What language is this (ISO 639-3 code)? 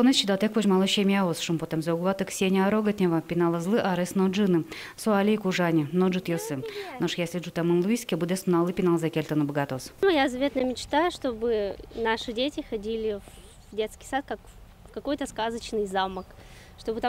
udm